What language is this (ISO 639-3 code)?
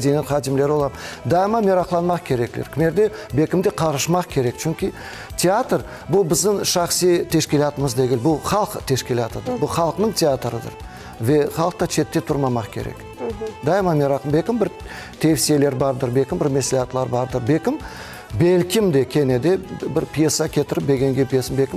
crh